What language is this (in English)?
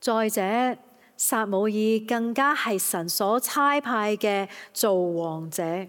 Cantonese